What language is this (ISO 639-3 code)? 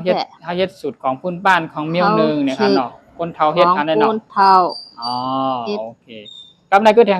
shn